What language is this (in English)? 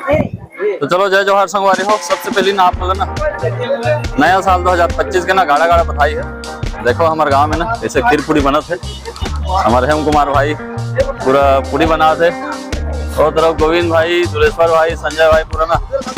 Chhattisgarhi